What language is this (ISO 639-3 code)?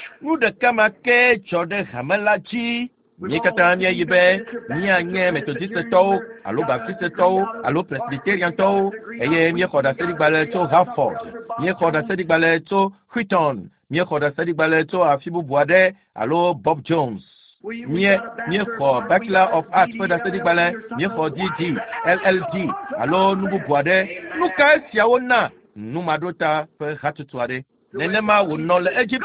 ewe